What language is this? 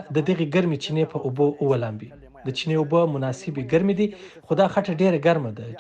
Pashto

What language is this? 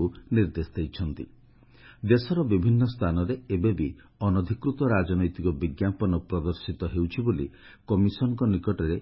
Odia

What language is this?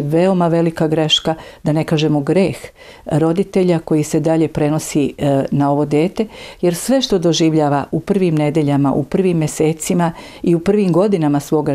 Serbian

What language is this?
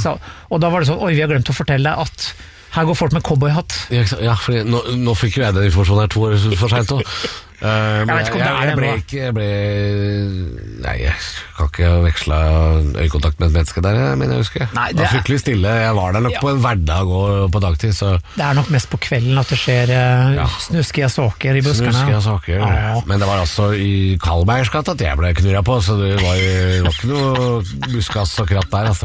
Norwegian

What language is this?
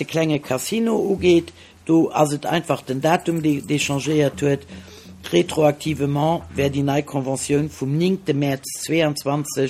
Luxembourgish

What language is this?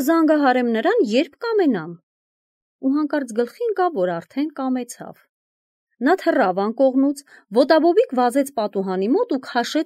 Armenian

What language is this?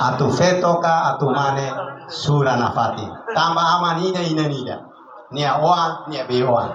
Tetum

